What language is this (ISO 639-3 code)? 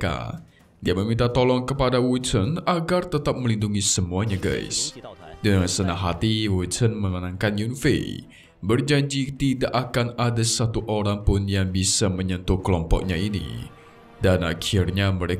ind